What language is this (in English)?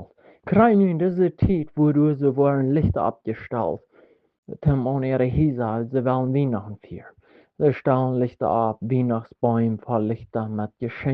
Plautdietsch